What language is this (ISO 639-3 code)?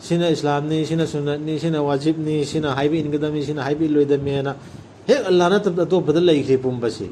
mni